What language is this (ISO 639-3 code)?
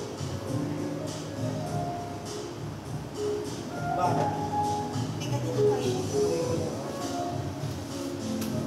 fil